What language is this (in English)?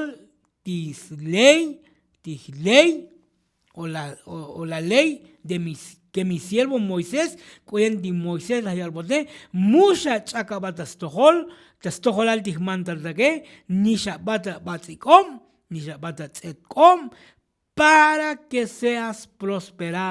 Tzotzil